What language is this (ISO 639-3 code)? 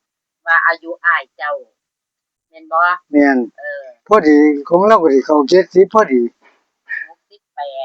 tts